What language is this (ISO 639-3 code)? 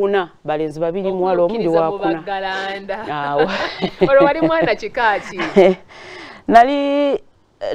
lug